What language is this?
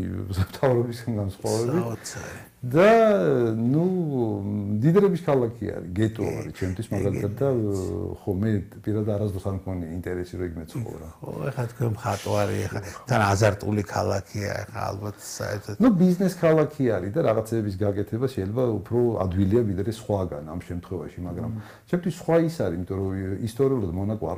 Georgian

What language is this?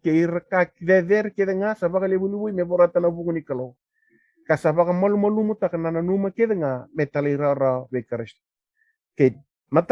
Fijian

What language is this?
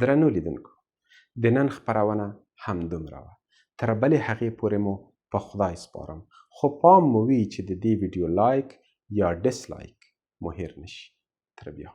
Pashto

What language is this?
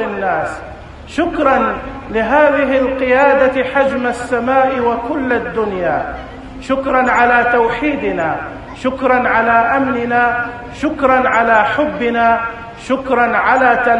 Najdi Arabic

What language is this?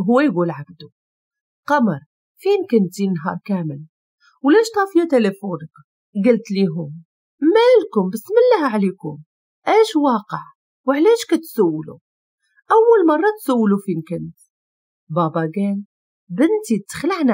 Moroccan Arabic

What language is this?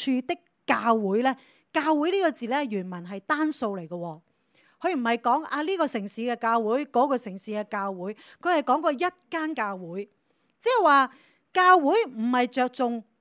Cantonese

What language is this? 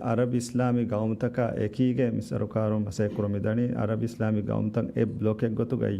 Divehi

